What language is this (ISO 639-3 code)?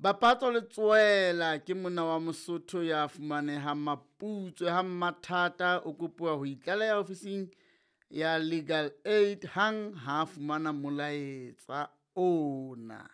sot